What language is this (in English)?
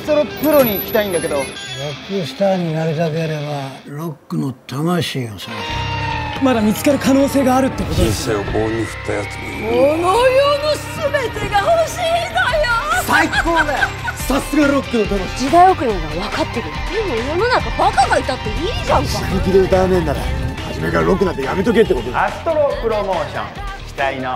Japanese